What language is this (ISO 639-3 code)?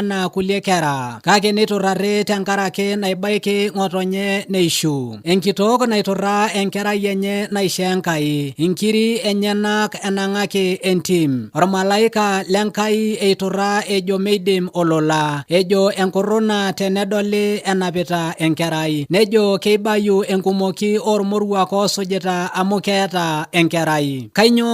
mas